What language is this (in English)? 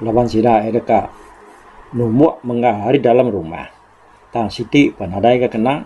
Iban